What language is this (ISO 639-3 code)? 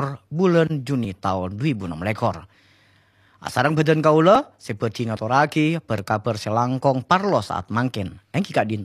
mad